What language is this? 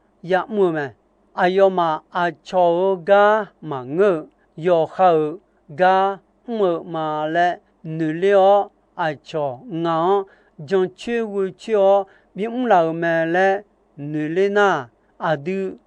Akha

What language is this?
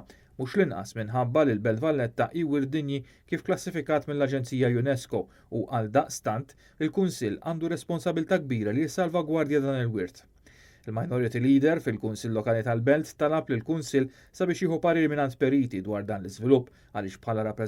Maltese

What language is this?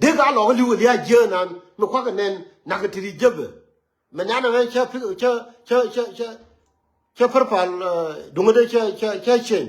Nuer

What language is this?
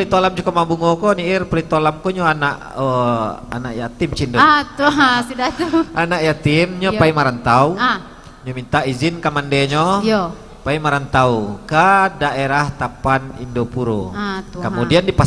Minangkabau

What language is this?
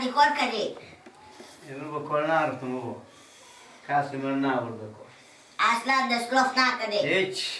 Persian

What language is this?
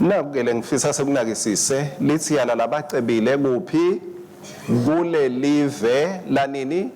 Swati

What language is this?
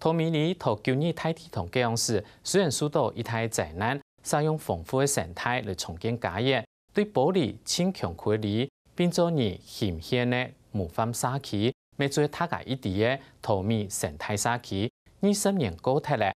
Hakka Chinese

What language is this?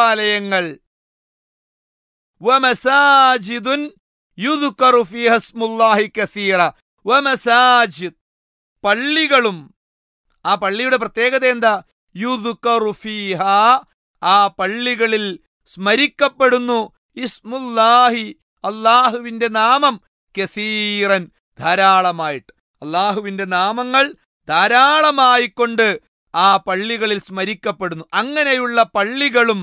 Malayalam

